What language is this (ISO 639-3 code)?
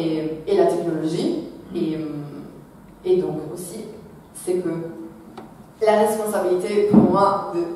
fra